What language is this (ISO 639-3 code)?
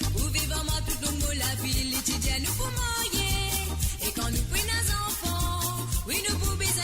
mfe